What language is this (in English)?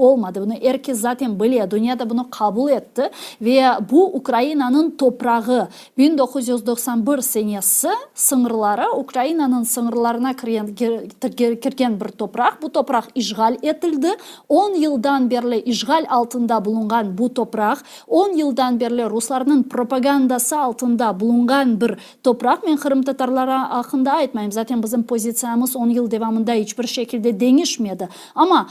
Crimean Tatar